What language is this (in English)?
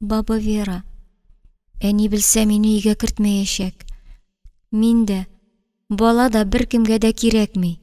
Tatar